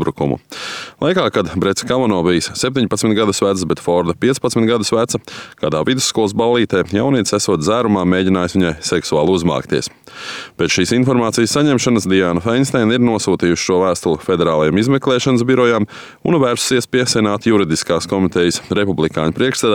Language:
Latvian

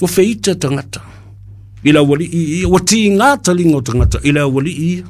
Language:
Samoan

